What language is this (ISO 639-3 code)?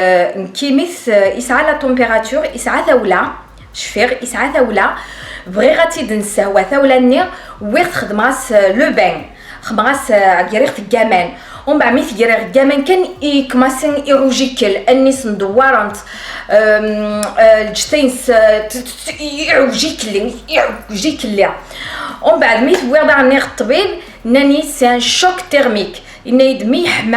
kab